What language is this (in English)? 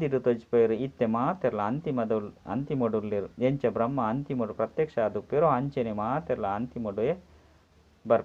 Tulu